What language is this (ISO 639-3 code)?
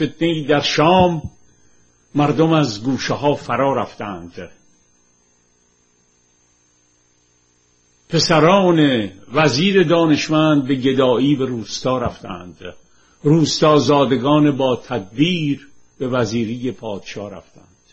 fas